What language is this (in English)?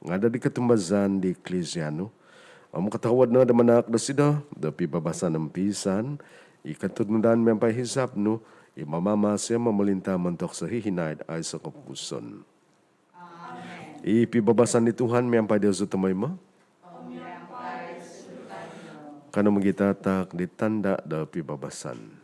Central Dusun